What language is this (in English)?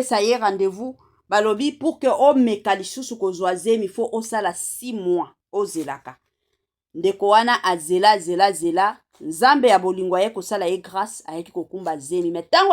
Lingala